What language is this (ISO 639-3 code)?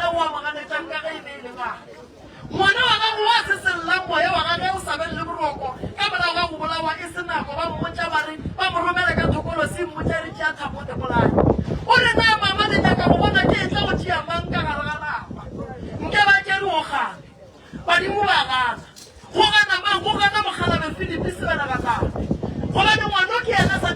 nso